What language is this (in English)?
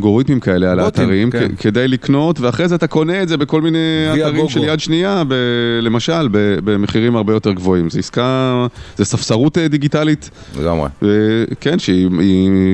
Hebrew